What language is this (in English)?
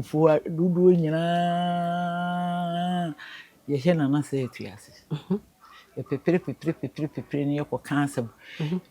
Akan